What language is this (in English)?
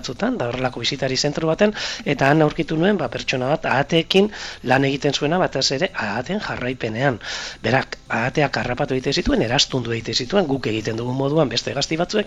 Basque